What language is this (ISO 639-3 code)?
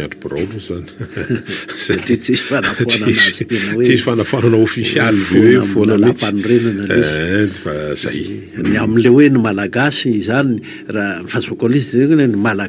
mlg